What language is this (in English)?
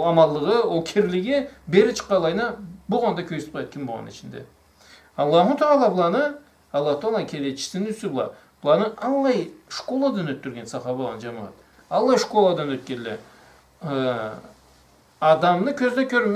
Karachay-Balkar